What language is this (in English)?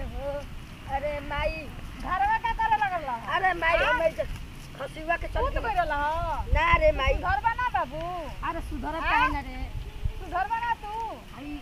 Bhojpuri